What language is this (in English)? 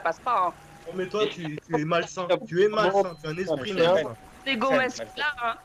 French